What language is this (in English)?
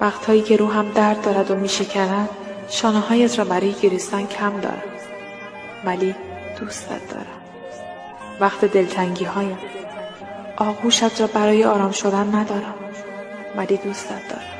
Tajik